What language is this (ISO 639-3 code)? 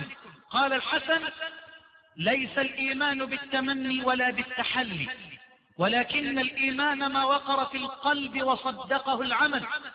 ara